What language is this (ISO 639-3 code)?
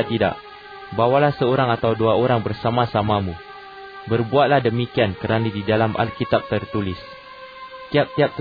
msa